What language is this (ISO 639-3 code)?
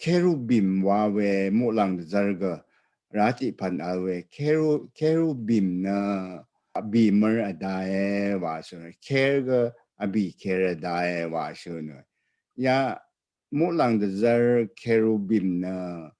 raw